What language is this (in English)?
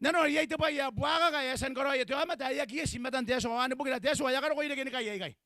Gilbertese